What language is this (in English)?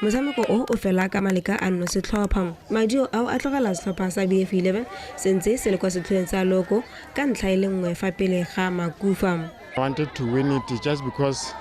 Tswana